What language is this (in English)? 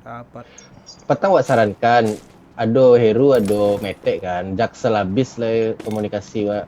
Minangkabau